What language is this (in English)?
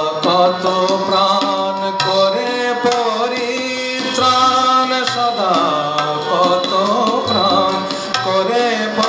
Bangla